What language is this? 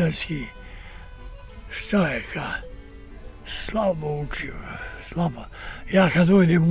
Bosnian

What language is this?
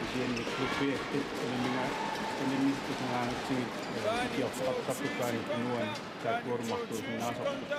Kalaallisut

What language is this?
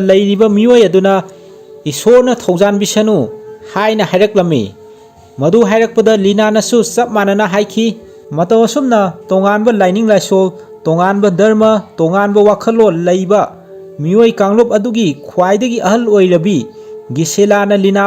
Manipuri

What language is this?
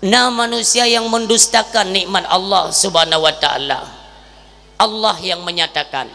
Achinese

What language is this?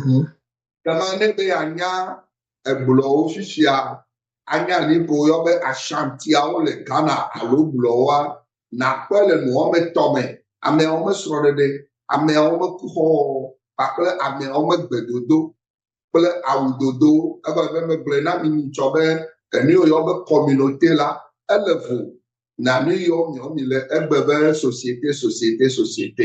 Ewe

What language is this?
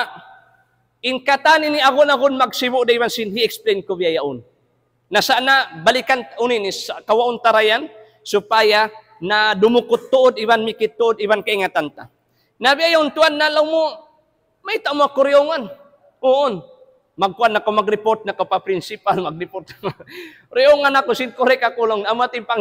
Tausug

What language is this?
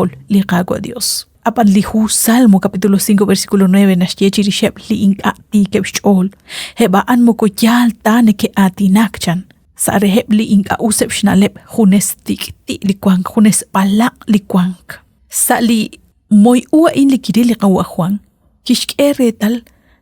Kekchí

